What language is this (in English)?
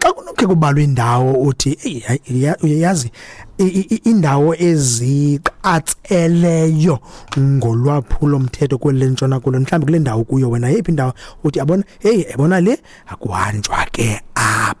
Xhosa